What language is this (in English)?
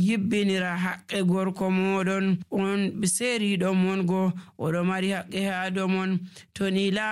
Nigerian Fulfulde